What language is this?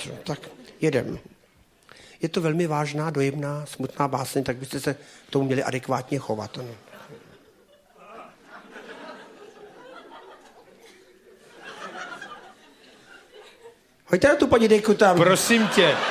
Czech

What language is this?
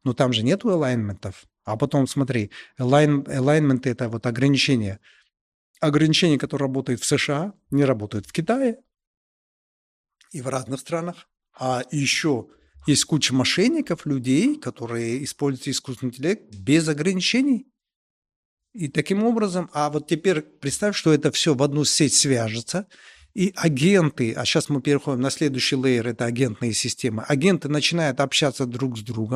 Russian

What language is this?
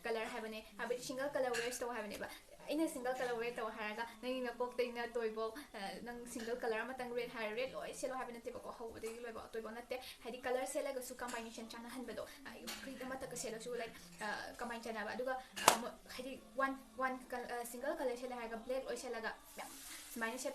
Manipuri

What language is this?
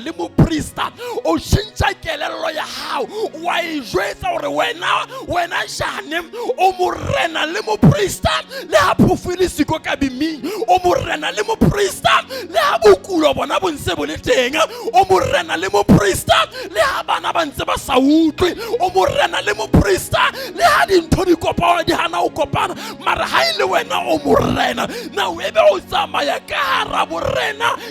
Southern Sotho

